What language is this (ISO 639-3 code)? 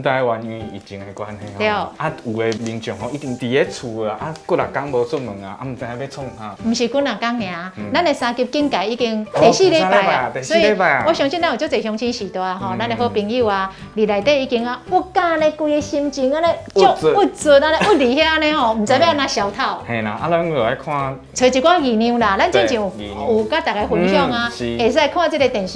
nan